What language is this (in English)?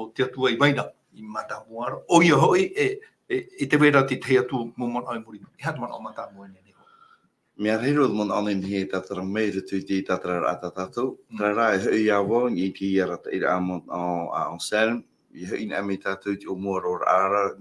Tahitian